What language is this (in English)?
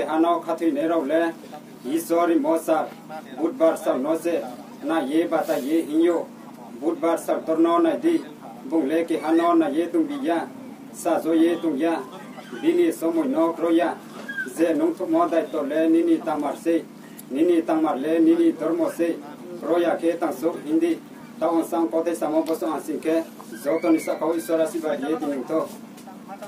Riang (India)